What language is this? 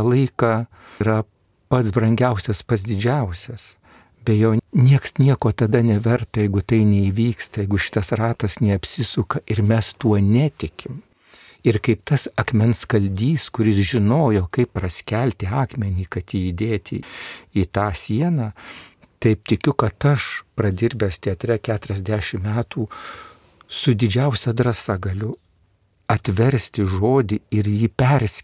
Lithuanian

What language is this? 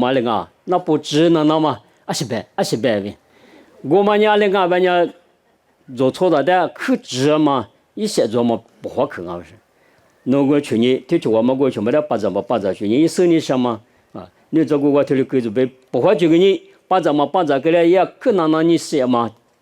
Lisu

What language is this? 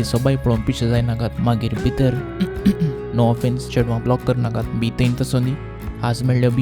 Konkani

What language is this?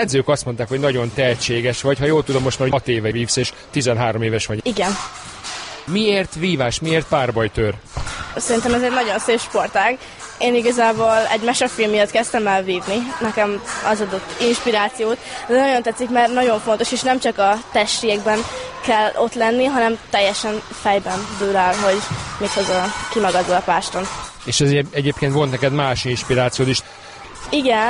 Hungarian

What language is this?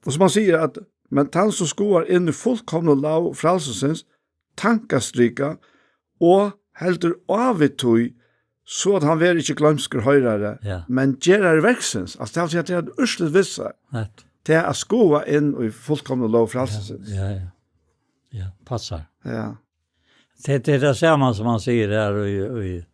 Faroese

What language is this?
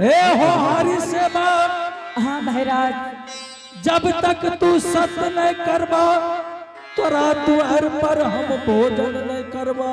Angika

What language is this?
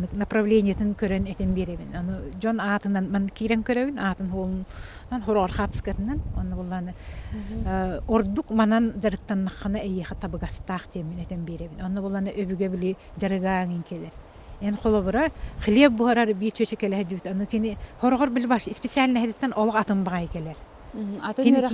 Yakut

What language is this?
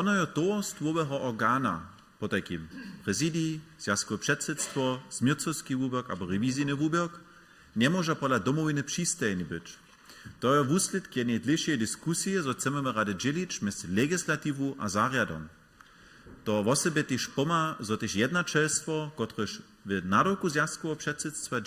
Upper Sorbian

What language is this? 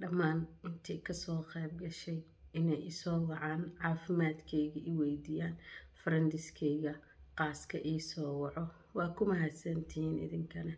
Somali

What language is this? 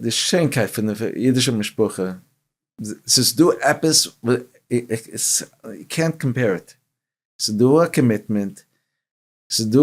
Yiddish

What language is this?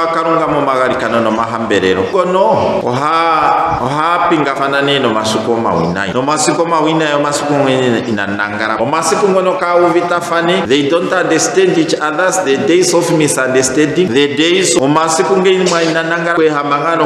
Ndonga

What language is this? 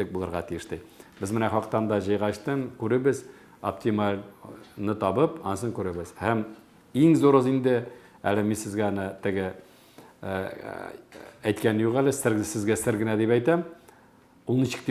Tatar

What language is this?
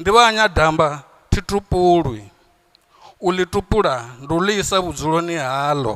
Venda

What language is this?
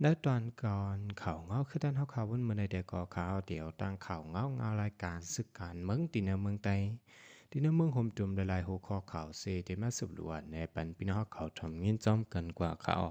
Shan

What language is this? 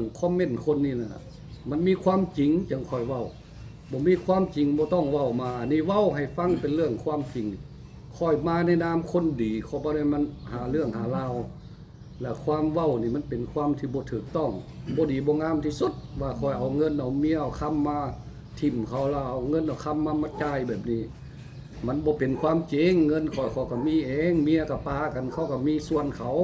Lao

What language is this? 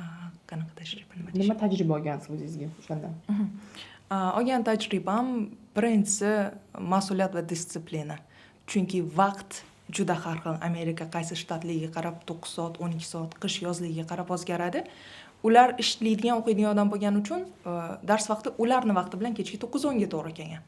Uzbek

